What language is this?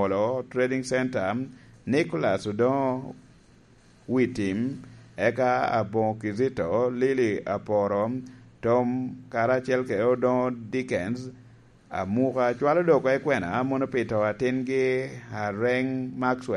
Lango (Uganda)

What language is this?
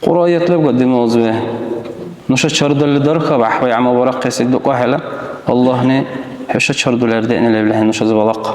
Dargwa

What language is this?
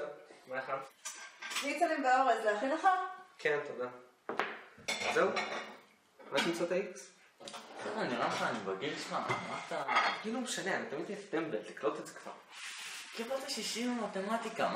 Hebrew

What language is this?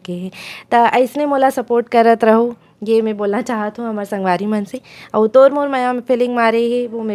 Chhattisgarhi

